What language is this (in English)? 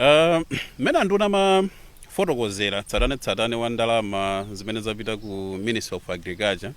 Nyanja